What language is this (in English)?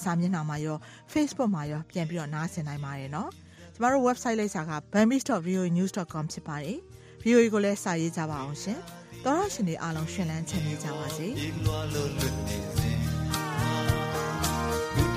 Burmese